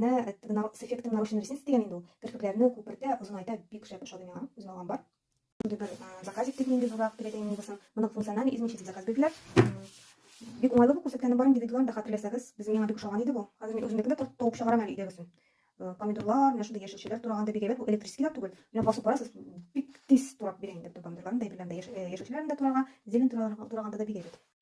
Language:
Tatar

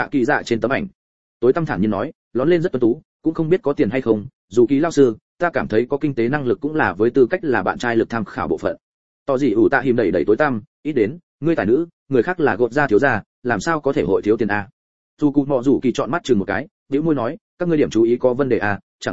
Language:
Vietnamese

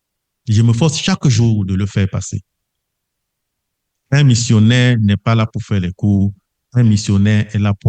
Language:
French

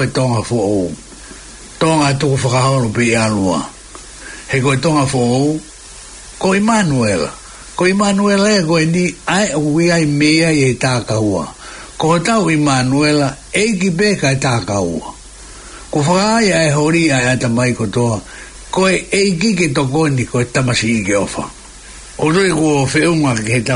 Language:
Tongan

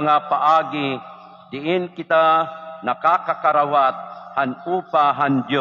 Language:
Waray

